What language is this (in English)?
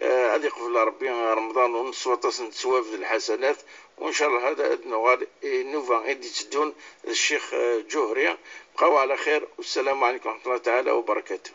Kabyle